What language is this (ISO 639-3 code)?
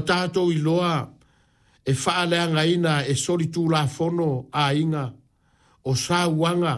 smo